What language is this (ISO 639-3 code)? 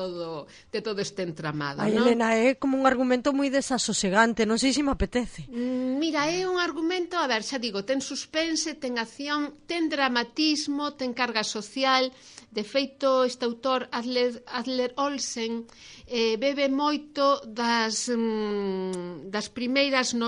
glg